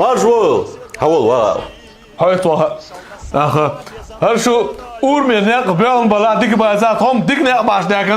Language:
Chechen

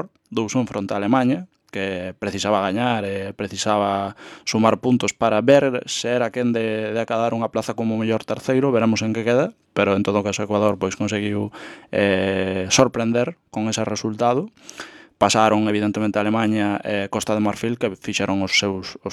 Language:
Galician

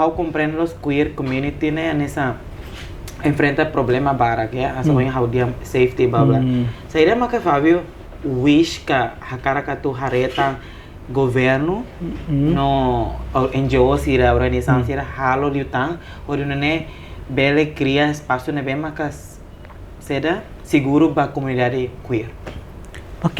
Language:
Tetum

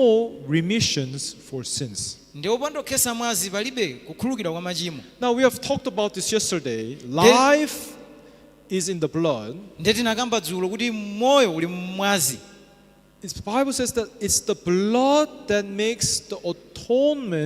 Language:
Nyanja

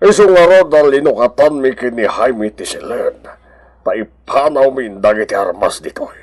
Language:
Iloko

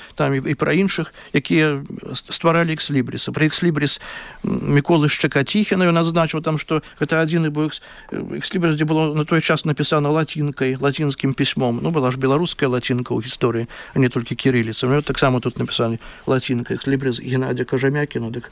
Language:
Belarusian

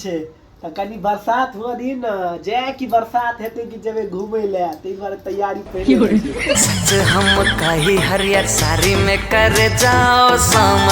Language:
Maithili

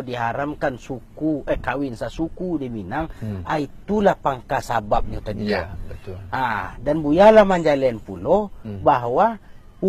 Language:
Minangkabau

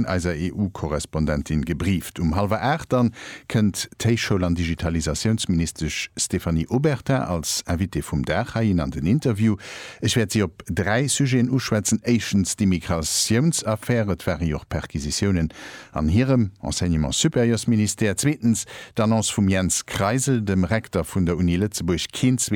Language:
Luxembourgish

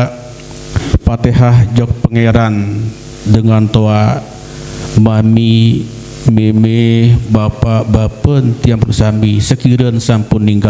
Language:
Sasak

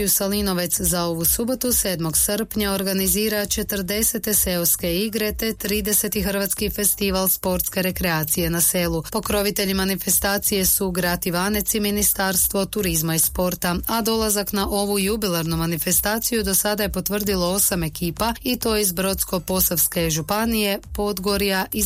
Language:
Croatian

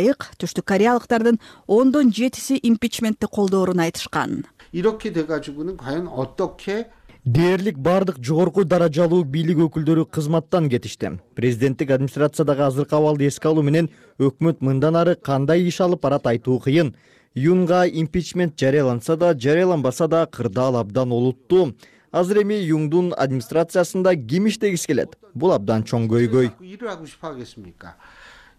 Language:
Kyrgyz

